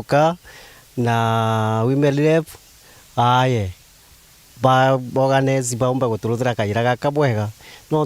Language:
Meru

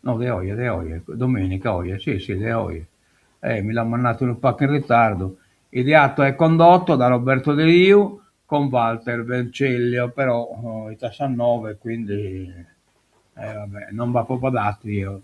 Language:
Sardinian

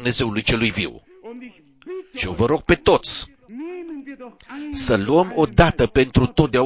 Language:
Romanian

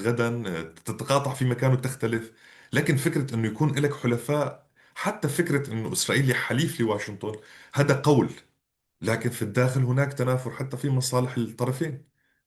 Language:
North Levantine Arabic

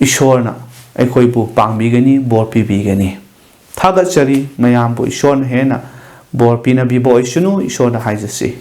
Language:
Manipuri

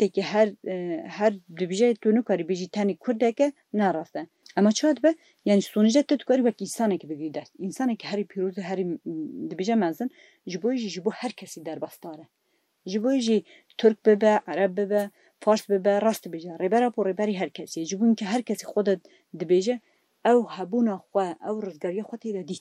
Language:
Kurdish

